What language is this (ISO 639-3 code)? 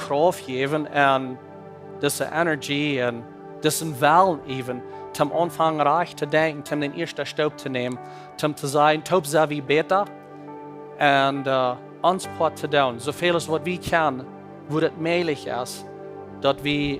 pdt